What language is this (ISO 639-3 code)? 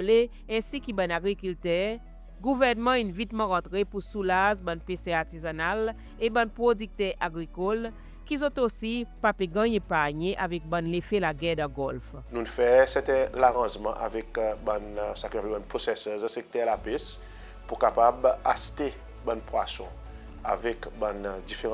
crs